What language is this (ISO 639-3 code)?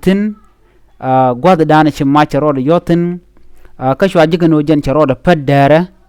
nus